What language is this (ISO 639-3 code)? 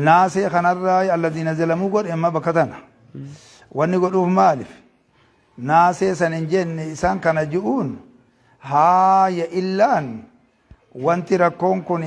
orm